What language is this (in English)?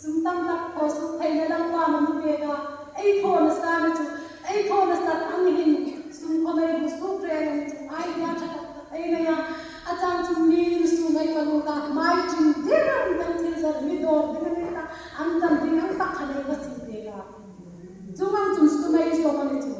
Hmar